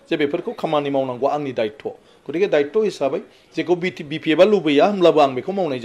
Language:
Bodo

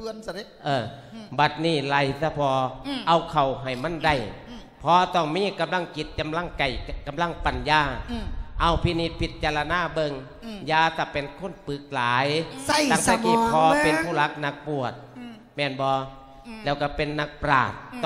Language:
Lao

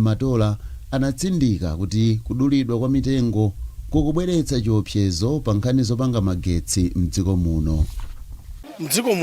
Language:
Nyanja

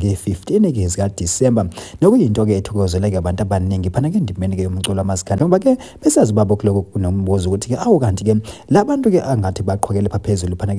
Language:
Zulu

